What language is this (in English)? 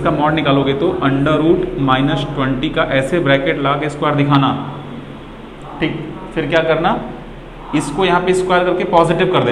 Hindi